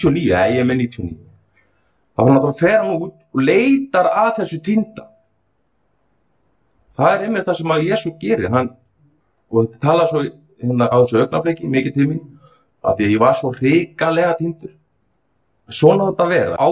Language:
Icelandic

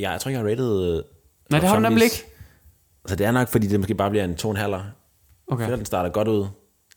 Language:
Danish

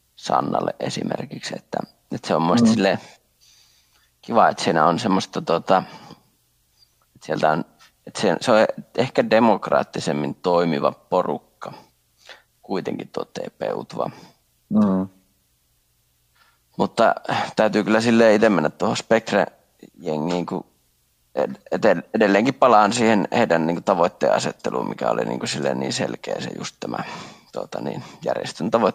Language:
Finnish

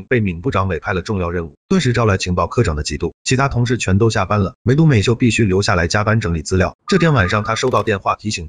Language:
Chinese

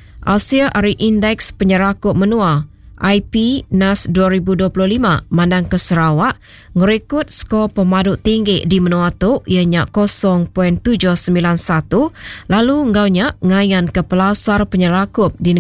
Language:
Iban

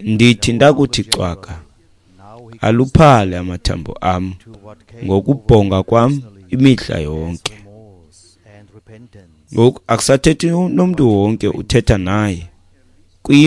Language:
Xhosa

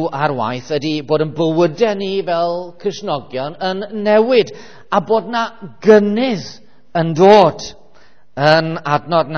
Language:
Welsh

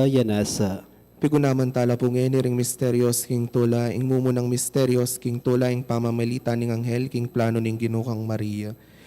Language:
Pampanga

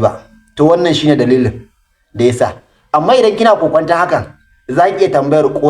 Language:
Hausa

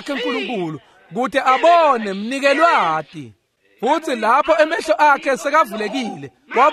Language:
Swati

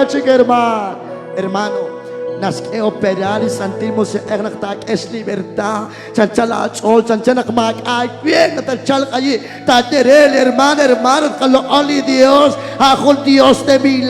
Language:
Kekchí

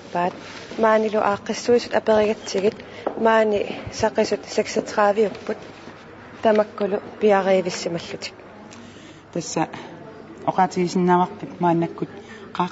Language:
Kalaallisut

